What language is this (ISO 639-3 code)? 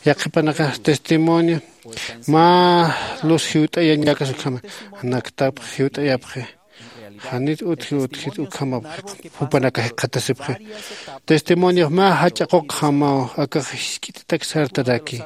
aym